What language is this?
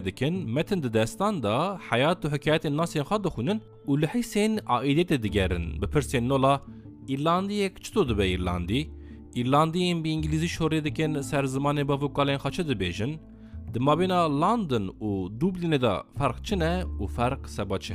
Kurdish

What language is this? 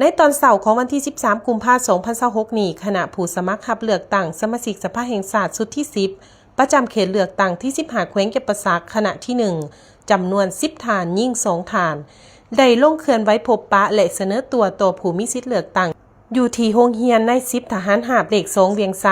Lao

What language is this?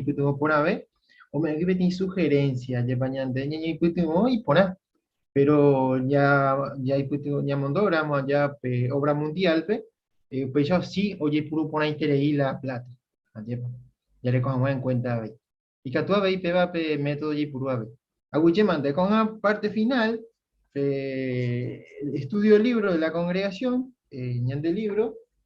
Guarani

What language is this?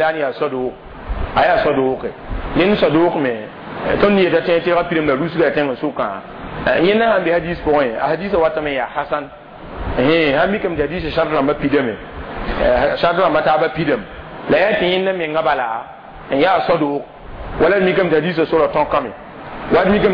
Mossi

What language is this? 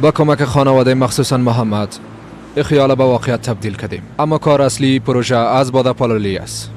Persian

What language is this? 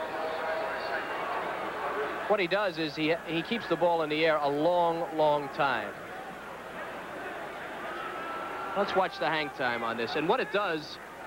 English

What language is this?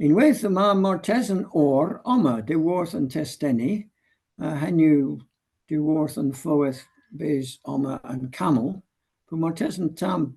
Cornish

